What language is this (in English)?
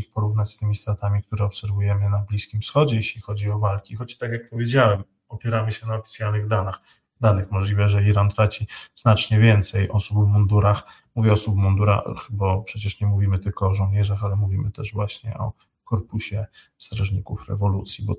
Polish